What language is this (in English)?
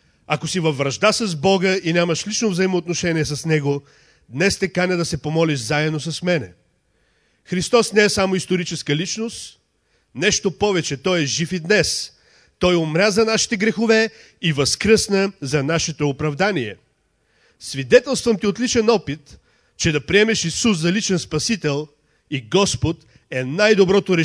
Bulgarian